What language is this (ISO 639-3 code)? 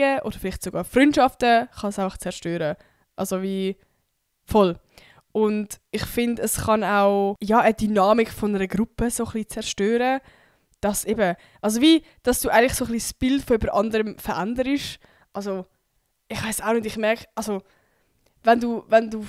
gsw